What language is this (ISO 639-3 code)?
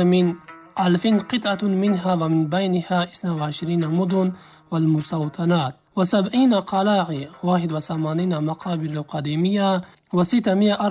ara